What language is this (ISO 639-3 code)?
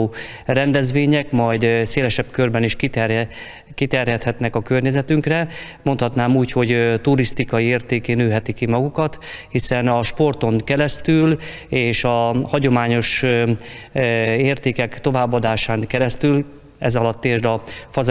hun